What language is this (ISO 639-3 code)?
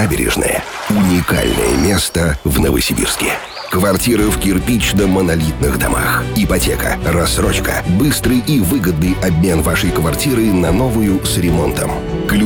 rus